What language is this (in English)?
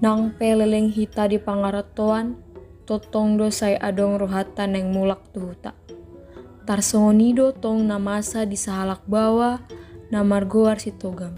Batak Toba